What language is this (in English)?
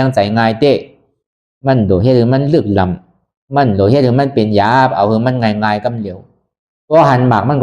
Shan